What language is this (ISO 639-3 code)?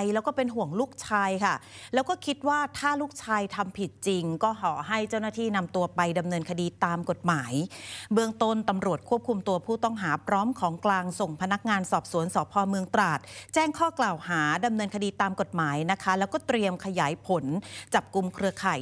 tha